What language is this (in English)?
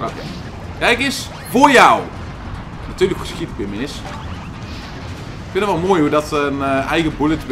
Dutch